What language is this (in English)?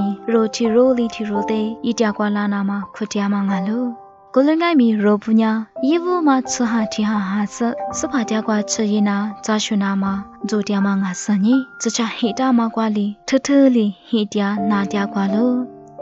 Lisu